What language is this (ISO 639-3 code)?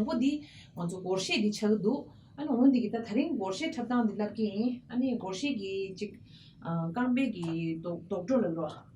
bod